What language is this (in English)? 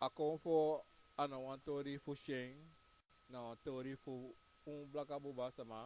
Sranan Tongo